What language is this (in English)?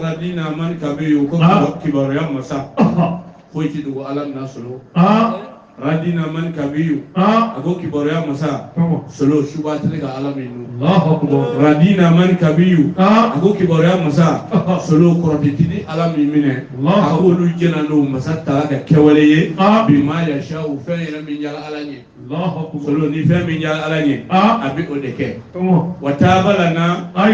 Bambara